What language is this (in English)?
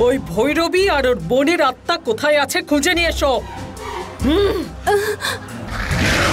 Bangla